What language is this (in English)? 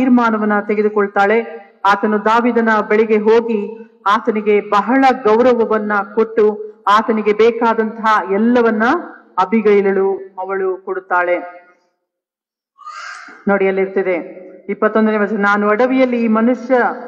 Kannada